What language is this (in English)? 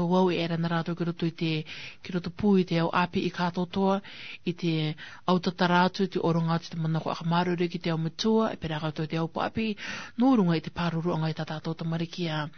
Rarotongan